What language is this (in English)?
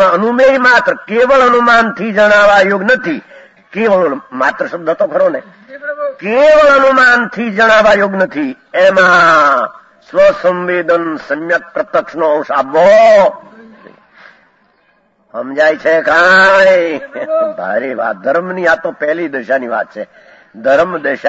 Gujarati